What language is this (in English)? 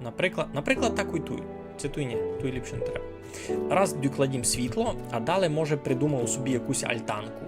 Rusyn